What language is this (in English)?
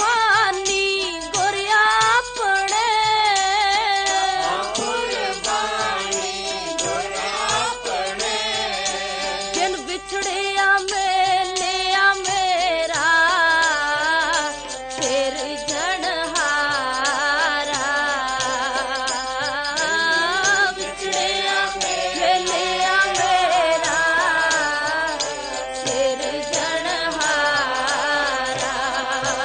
Punjabi